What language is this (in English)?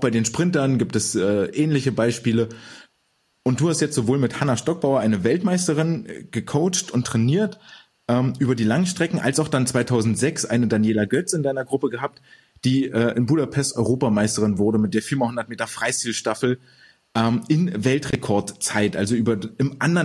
German